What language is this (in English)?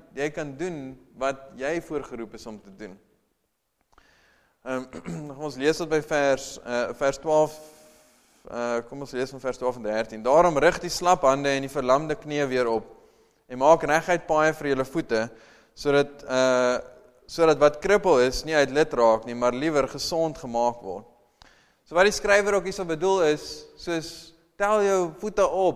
Afrikaans